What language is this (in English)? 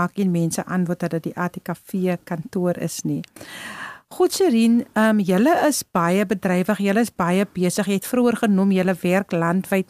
Afrikaans